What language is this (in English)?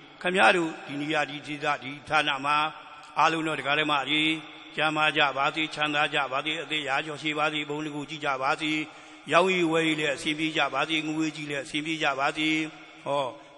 Burmese